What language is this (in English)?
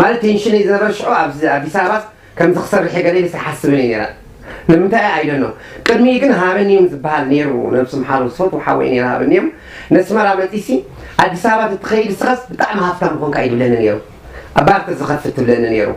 Tigrinya